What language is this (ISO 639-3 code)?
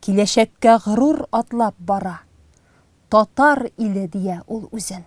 tat